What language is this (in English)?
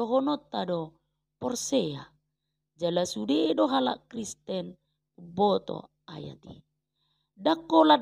Batak Toba